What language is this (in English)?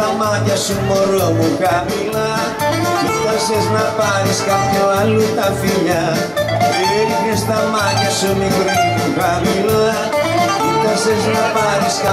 Greek